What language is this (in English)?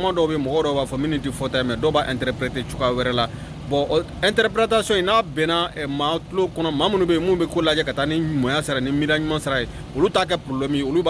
Bambara